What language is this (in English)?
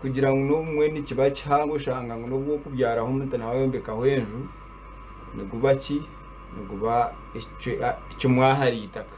Nyankole